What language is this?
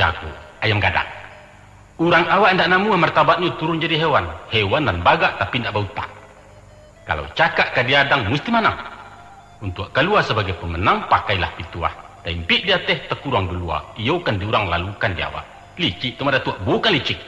Minangkabau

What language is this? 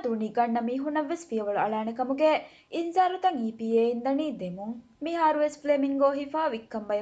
Divehi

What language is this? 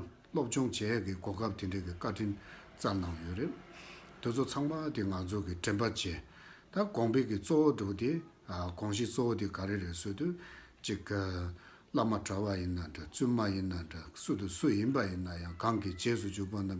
Tibetan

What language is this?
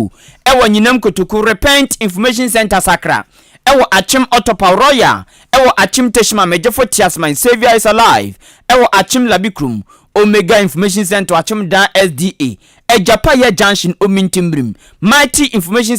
Akan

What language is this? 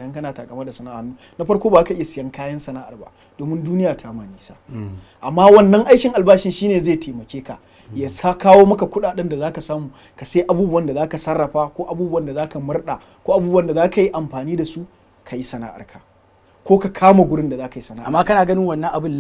Hausa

